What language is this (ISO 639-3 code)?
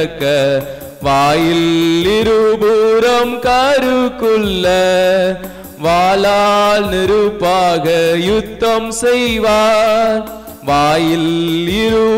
tam